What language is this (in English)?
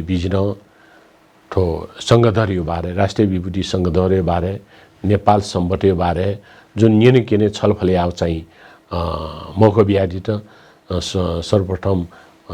Newari